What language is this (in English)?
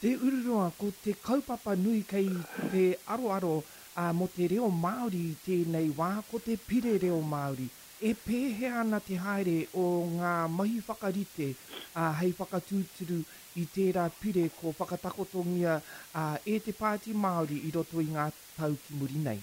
Māori